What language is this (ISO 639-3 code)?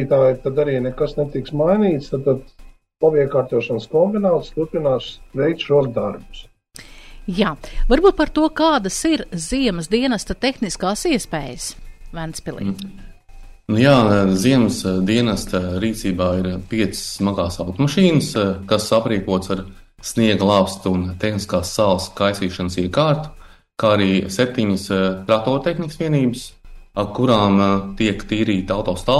lav